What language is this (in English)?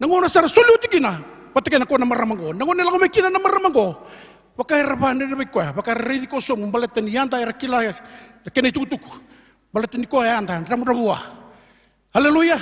Fijian